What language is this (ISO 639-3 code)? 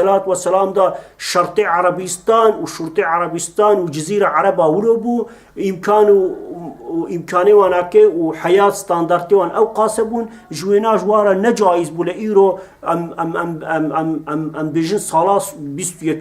kur